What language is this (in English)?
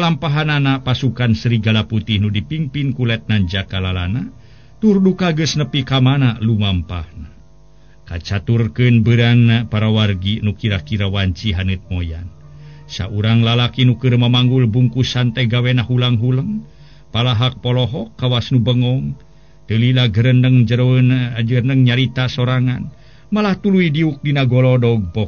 Sundanese